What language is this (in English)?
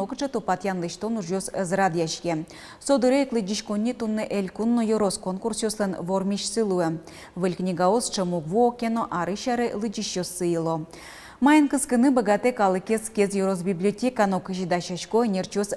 Udmurt